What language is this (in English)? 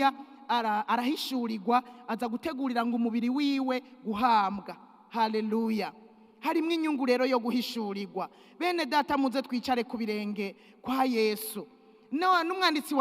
Rundi